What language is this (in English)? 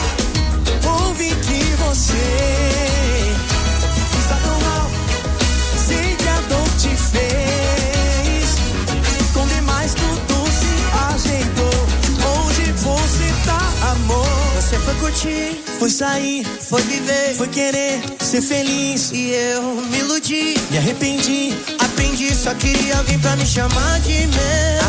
Portuguese